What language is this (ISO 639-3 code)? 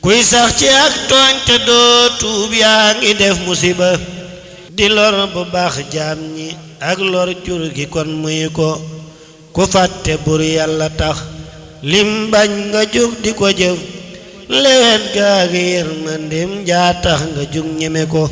wol